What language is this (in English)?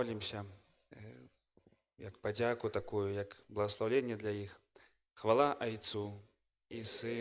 Belarusian